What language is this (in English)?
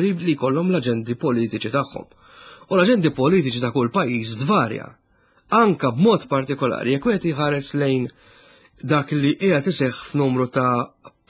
Maltese